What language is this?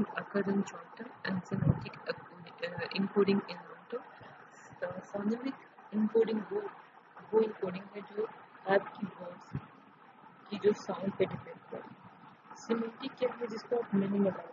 Urdu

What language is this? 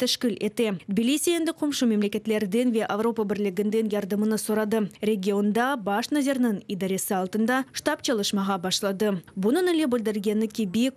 Crimean Tatar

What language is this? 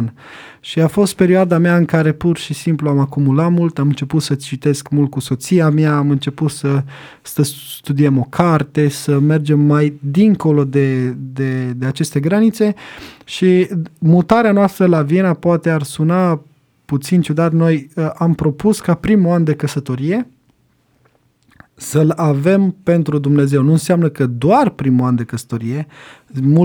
Romanian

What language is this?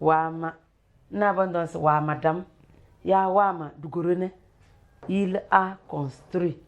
Tem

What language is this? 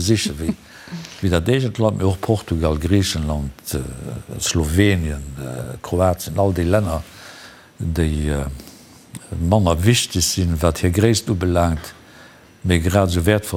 Luxembourgish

